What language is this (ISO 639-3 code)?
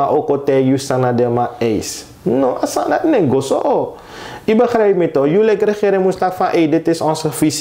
srn